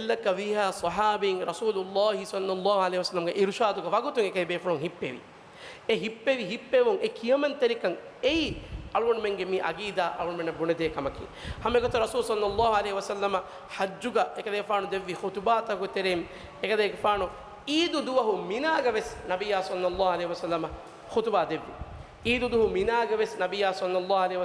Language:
Divehi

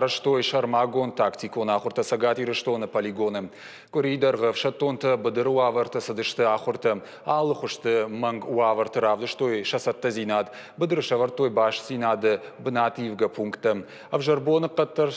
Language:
Ossetic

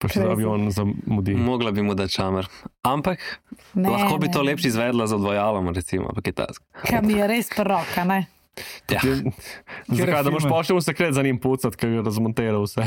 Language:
Slovenian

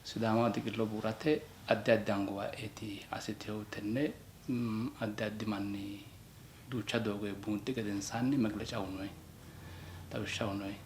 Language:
Sidamo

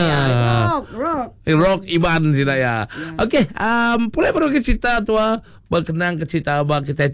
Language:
Iban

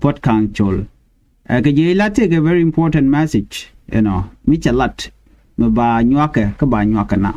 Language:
Nuer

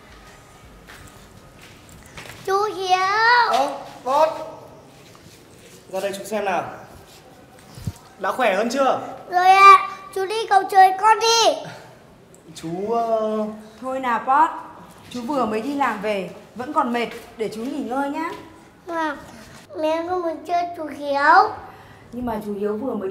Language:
Vietnamese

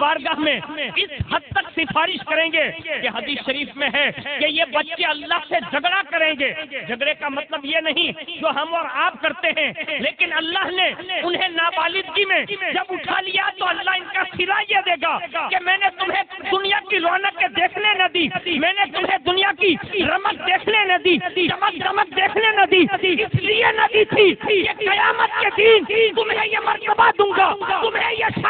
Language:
Urdu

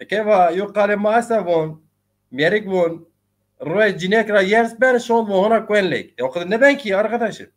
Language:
Zaza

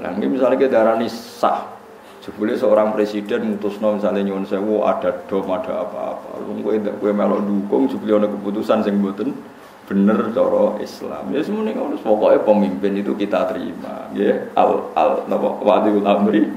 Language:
Javanese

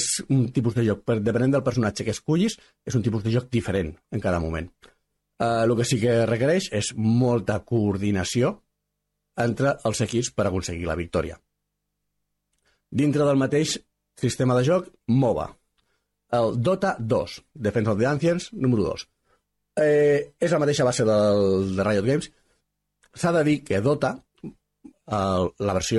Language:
Catalan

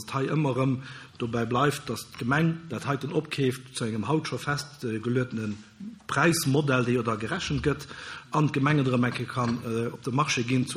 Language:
Luxembourgish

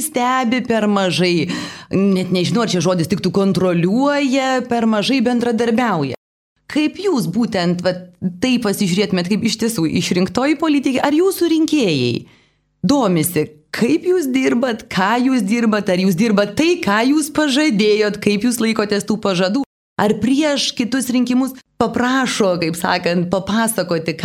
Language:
Lithuanian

